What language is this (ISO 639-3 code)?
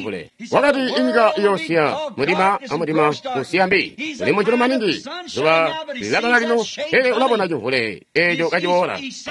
toi